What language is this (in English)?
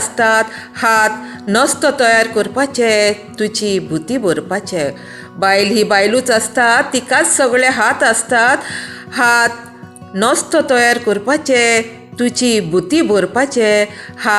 Konkani